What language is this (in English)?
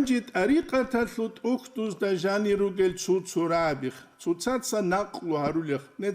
Avaric